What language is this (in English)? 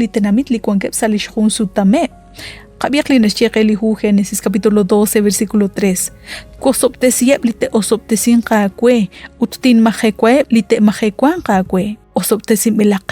Kekchí